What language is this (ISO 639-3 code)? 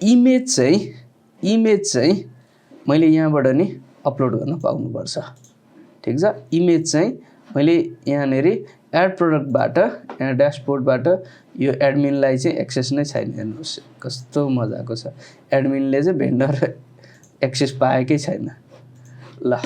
nep